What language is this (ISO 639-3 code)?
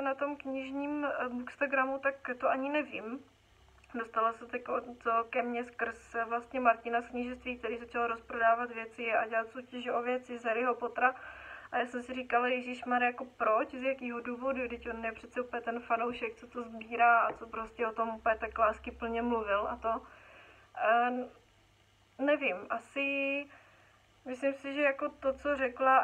ces